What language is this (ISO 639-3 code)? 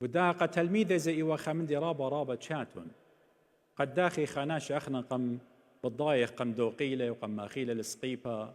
aii